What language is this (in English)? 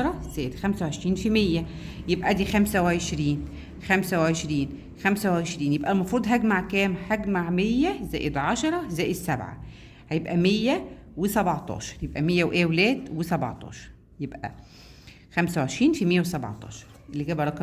Egyptian Arabic